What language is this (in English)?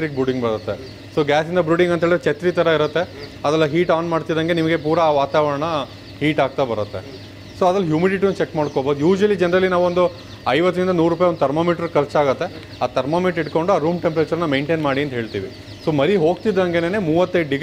Kannada